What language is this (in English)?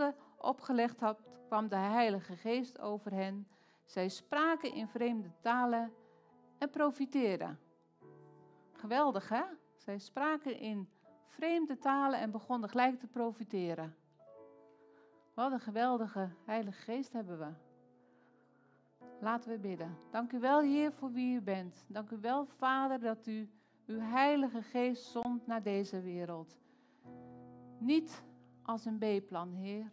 Dutch